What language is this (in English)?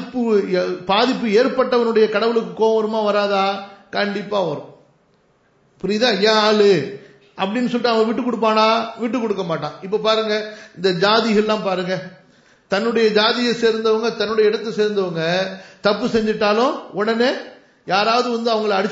Tamil